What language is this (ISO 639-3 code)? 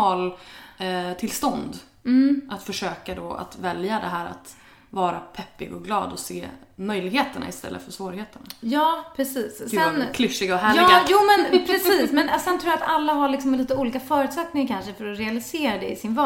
swe